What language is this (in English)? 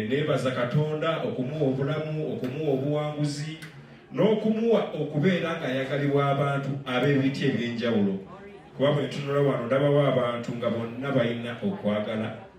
Ganda